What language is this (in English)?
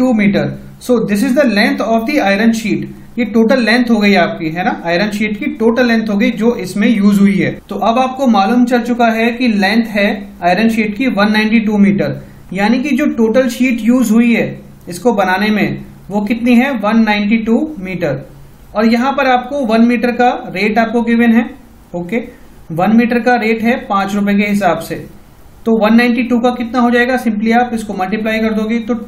Hindi